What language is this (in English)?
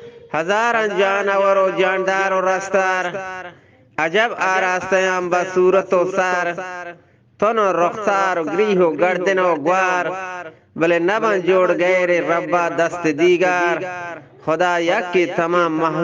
Eastern Balochi